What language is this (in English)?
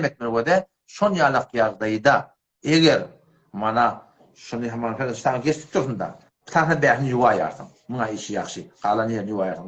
Turkmen